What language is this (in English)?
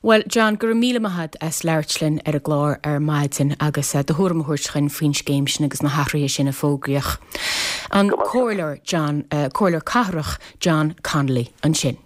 Irish